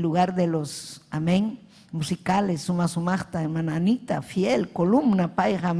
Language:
Ayacucho Quechua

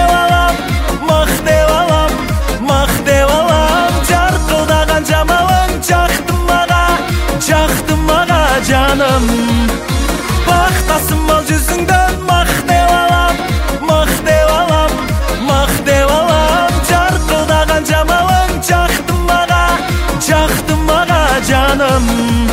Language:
Kazakh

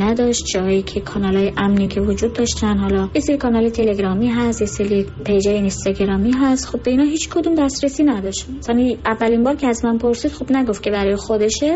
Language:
Persian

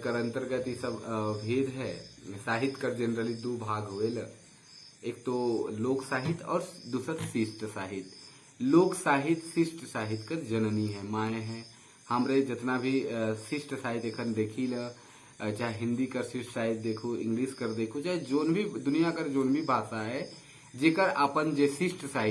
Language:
Sadri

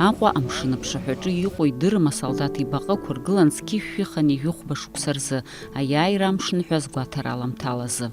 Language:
Abkhazian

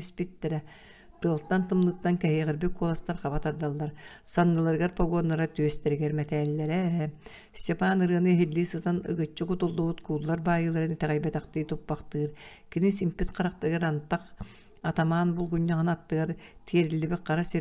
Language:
Yakut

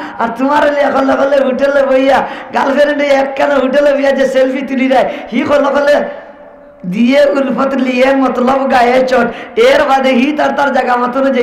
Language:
Sylheti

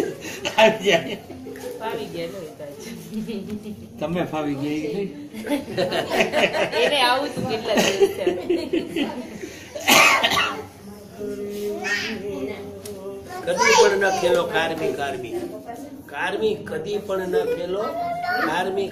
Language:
Gujarati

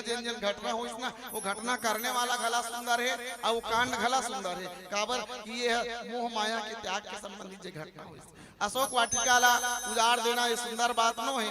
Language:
Chhattisgarhi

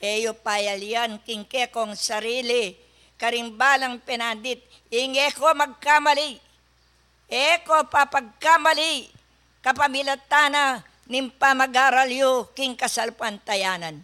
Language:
Pampanga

